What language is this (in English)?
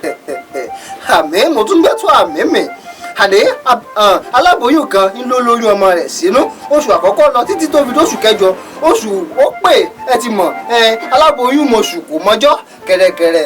Yoruba